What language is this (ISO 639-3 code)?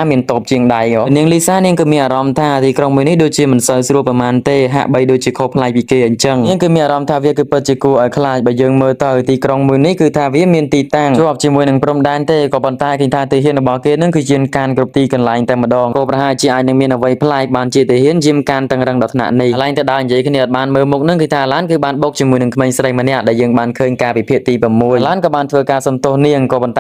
khm